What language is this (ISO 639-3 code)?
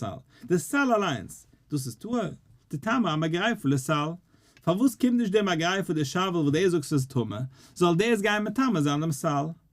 yid